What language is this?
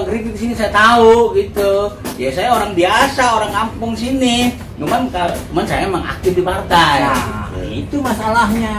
Betawi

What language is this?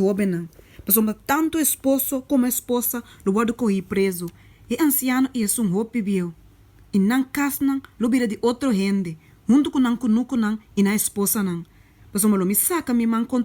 Papiamento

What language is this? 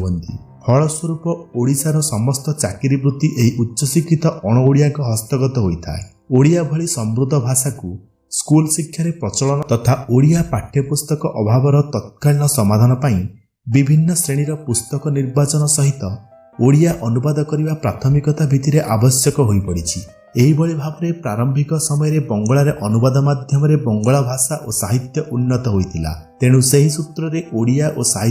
Odia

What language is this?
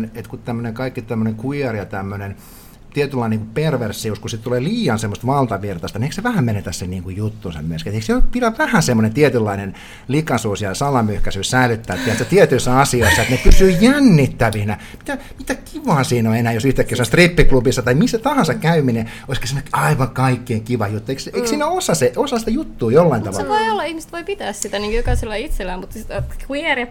Finnish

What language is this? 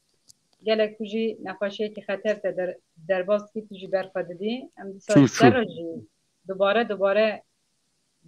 Kurdish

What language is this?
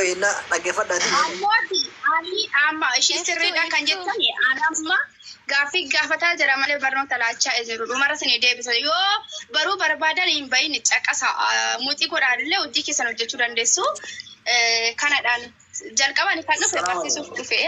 Oromo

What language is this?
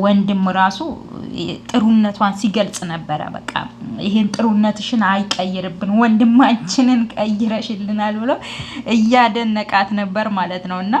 Amharic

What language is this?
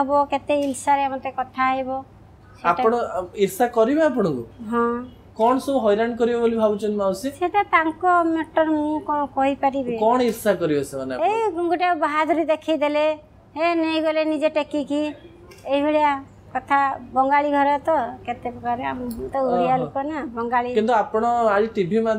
Odia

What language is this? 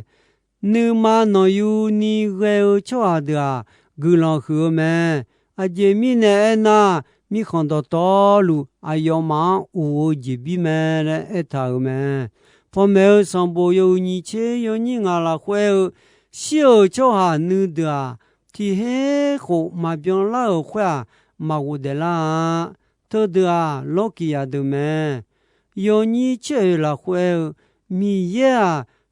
Akha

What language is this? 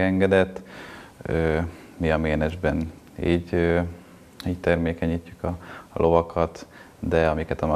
Hungarian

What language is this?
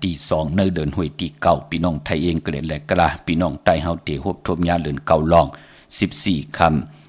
Shan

